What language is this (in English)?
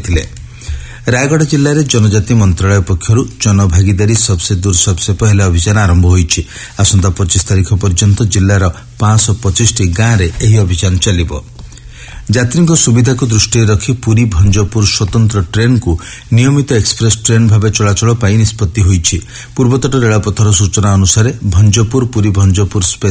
Odia